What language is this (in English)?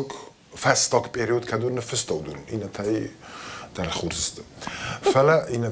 Ossetic